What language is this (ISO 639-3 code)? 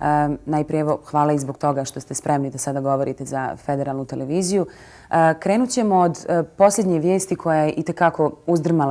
bos